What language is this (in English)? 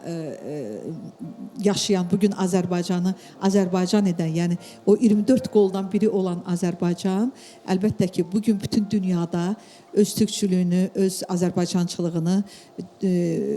Azerbaijani